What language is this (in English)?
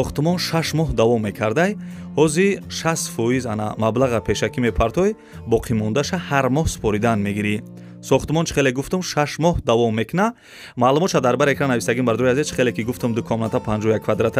Tajik